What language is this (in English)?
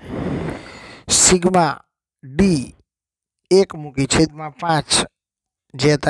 Gujarati